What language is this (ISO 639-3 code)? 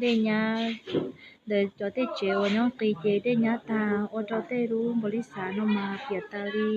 hmn